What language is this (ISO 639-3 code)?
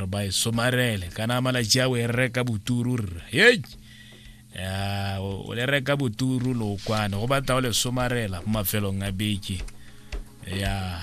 tsn